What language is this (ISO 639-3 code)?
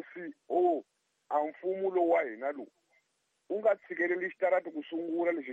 tso